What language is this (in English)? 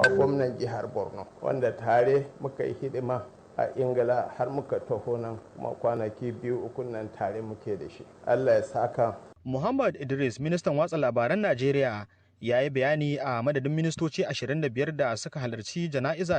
Hausa